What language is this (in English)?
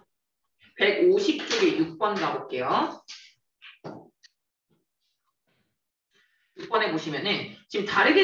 Korean